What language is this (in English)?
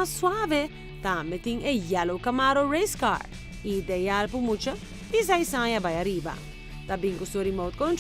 Papiamento